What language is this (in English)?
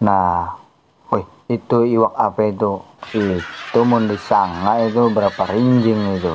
Banjar